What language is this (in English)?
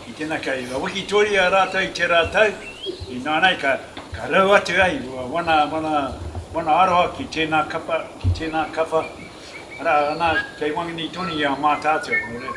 Māori